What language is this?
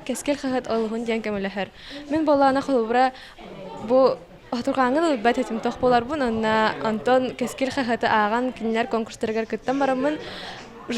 Yakut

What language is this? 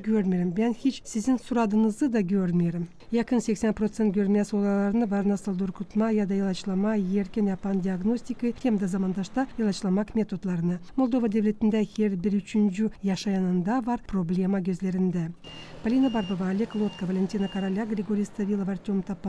Gagauz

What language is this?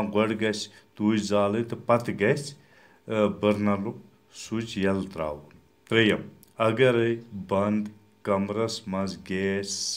Kashmiri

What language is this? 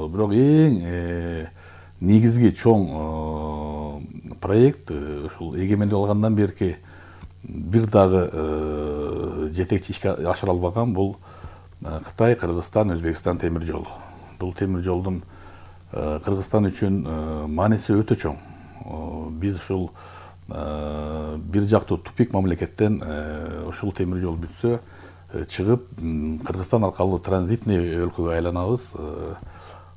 Kyrgyz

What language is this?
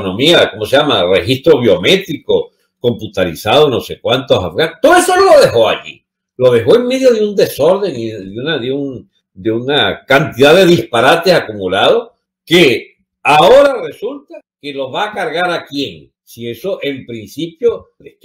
Spanish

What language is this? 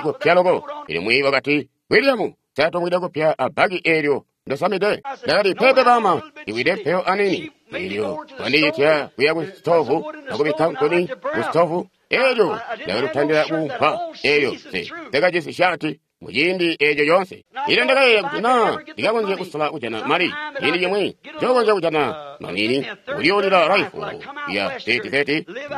Tonga (Zambia)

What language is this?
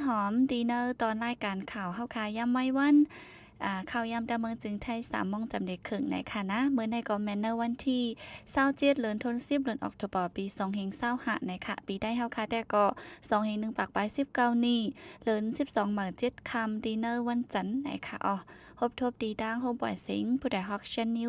Shan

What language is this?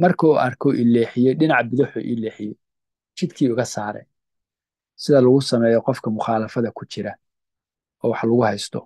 Somali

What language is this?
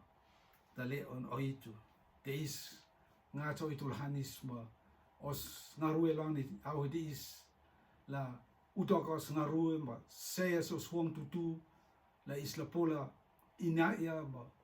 Rotuman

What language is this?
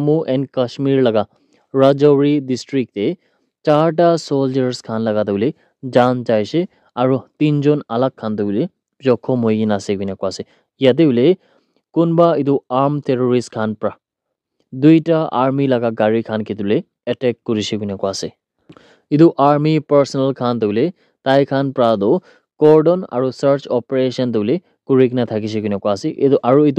Naga Pidgin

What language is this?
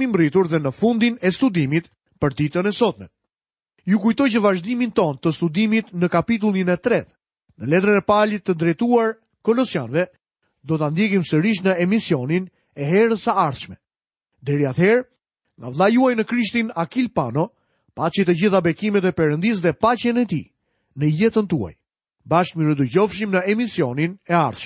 Albanian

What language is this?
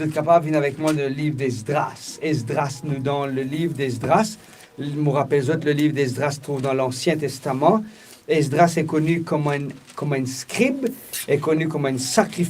Morisyen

